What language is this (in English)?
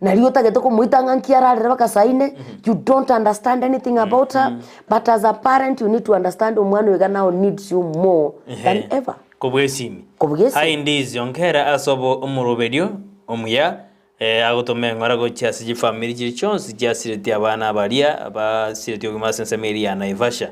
Gusii